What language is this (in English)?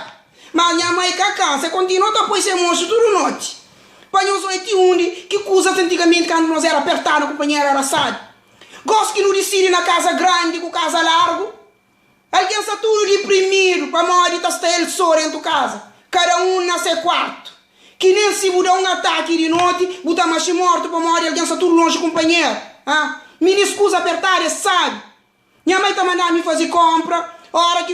Kabuverdianu